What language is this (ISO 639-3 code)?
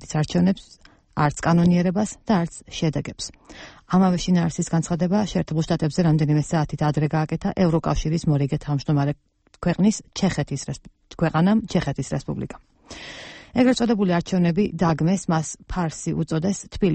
kat